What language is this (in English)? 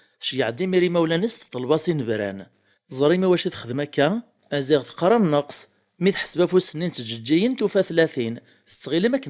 Kabyle